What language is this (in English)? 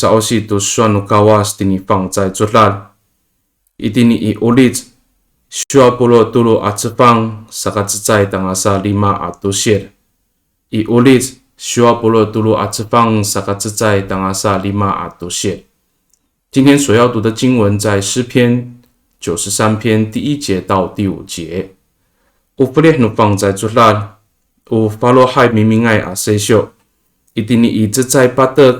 Amis